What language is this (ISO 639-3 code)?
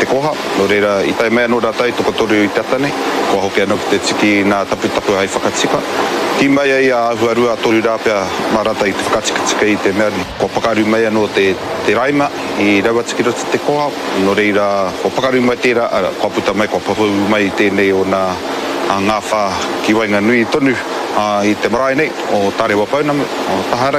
mri